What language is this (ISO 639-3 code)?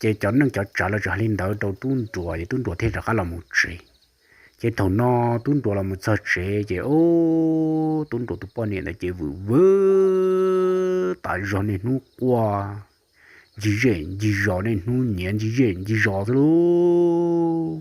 hmn